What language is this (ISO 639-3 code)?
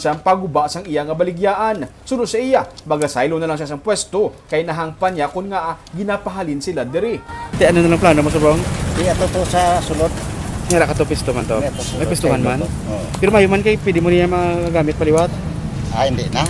hil